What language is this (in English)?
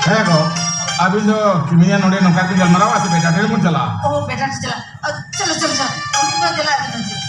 Santali